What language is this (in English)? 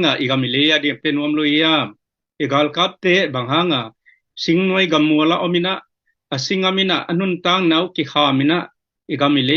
Tedim Chin